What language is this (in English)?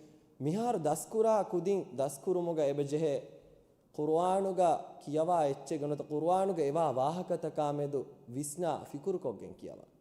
Divehi